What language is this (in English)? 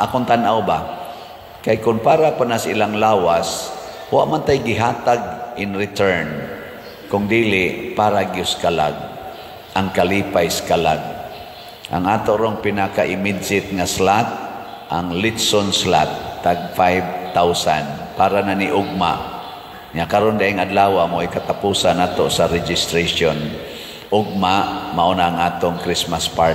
Cebuano